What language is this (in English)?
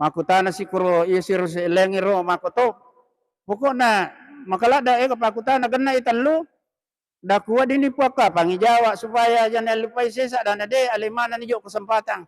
Buginese